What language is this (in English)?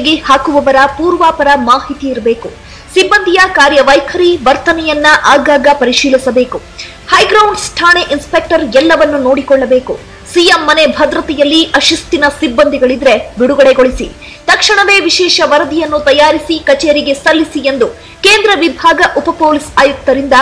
Kannada